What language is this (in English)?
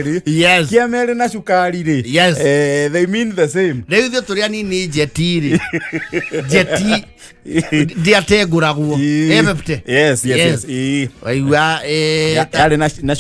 Kikuyu